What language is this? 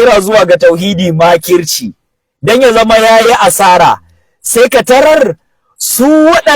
Hausa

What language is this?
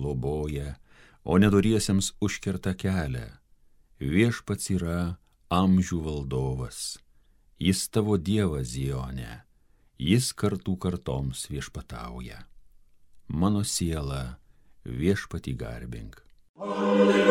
Lithuanian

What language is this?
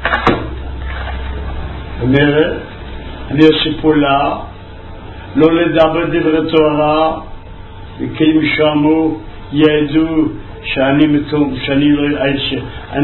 Hebrew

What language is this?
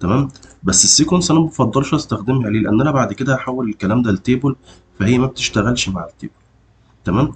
Egyptian Arabic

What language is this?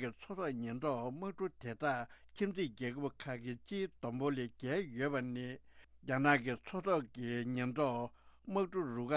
Tibetan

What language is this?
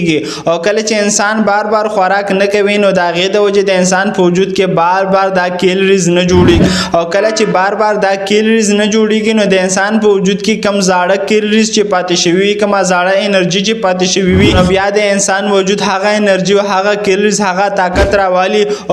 Pashto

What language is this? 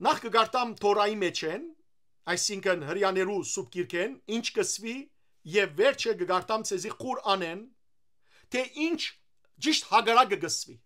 Western Armenian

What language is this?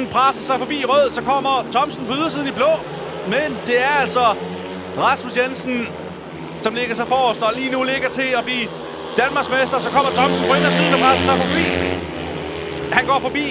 Danish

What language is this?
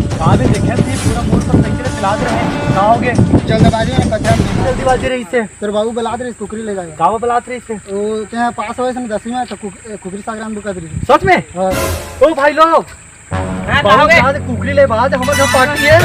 Chhattisgarhi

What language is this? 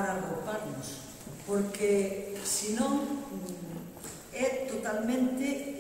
Galician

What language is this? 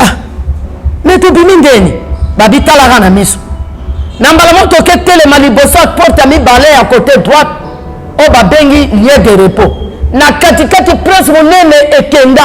Lingala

